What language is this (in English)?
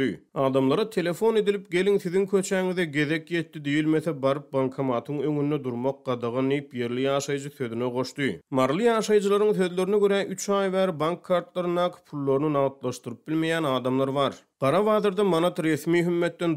Turkmen